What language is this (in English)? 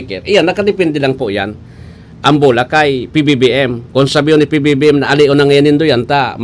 Bikol